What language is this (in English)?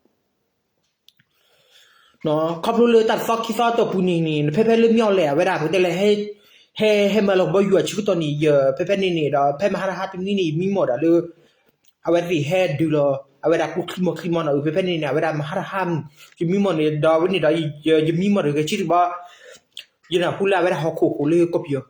S'gaw Karen